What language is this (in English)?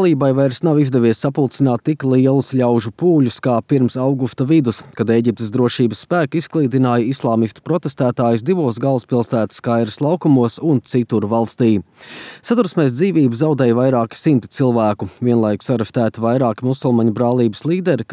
Latvian